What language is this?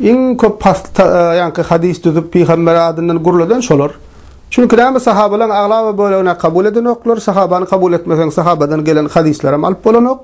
Turkmen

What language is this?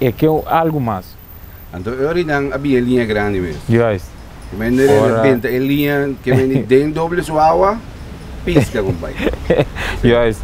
Papiamento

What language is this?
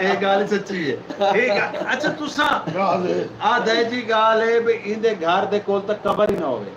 Saraiki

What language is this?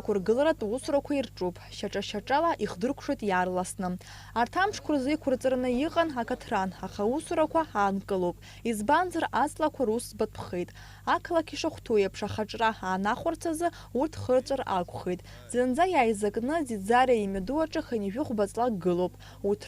Abkhazian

